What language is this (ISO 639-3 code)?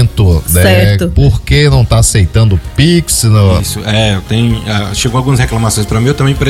por